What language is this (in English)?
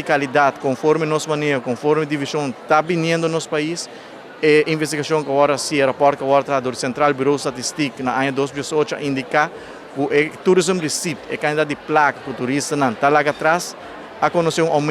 Papiamento